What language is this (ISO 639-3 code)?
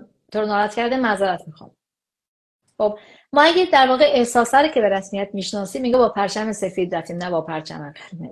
fas